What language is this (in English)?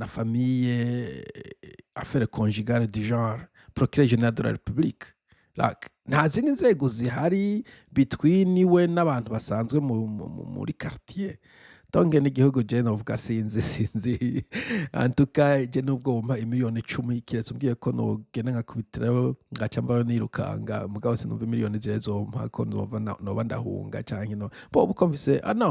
Rundi